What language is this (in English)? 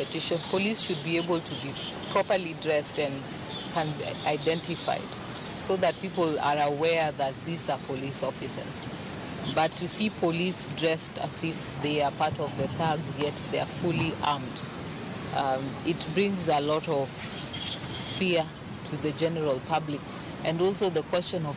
Luo (Kenya and Tanzania)